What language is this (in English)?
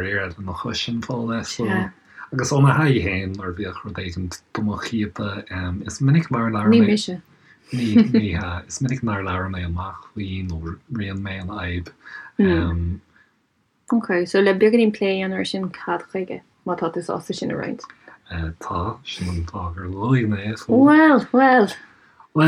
Irish